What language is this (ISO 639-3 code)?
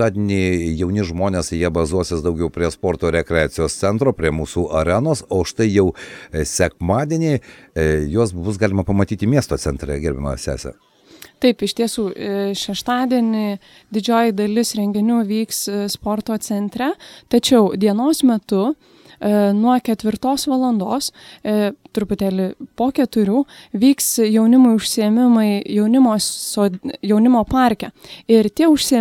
lit